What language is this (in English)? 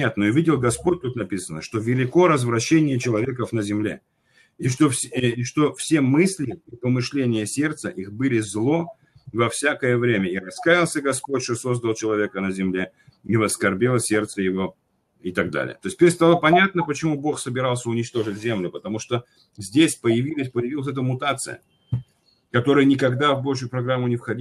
Russian